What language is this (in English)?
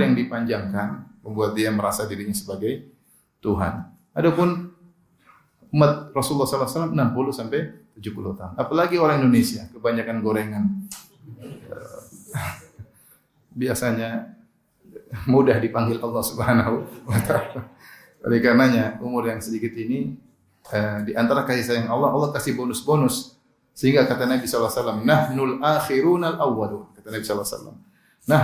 Indonesian